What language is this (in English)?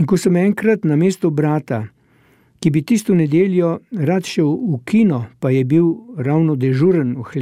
Slovenian